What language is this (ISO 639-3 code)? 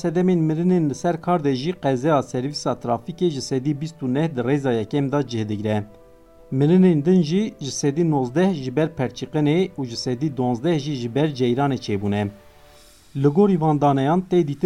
kur